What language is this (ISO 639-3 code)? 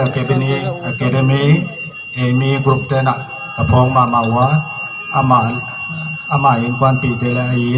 pck